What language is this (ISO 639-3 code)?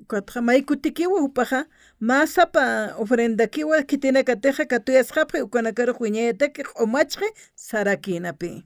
aym